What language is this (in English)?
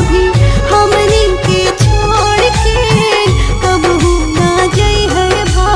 Bhojpuri